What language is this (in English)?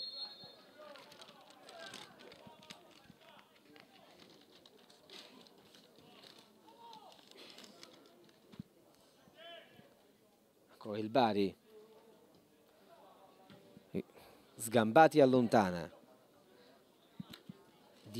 Italian